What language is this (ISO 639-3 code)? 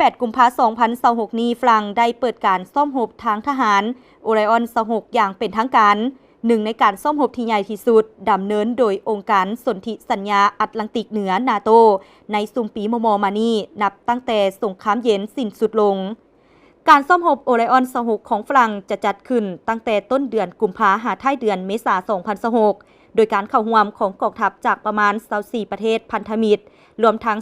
lao